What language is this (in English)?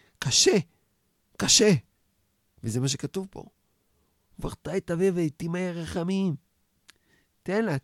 Hebrew